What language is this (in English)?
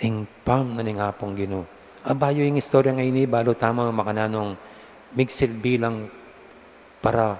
Pampanga